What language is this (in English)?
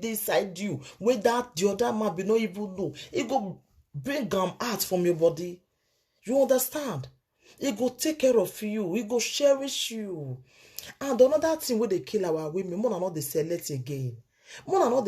Nigerian Pidgin